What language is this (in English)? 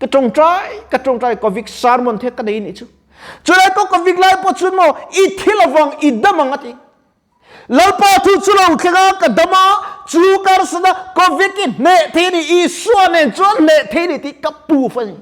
Mizo